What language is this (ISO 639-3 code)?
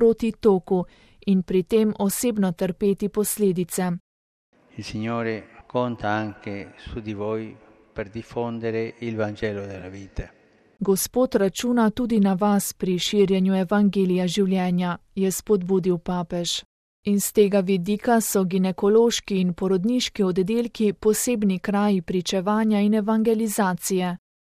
slv